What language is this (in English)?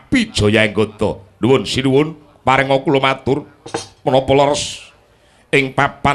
Javanese